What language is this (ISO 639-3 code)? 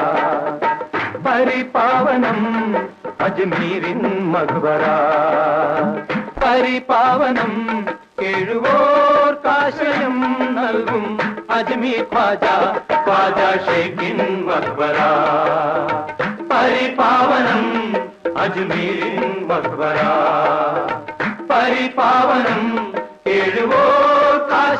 mal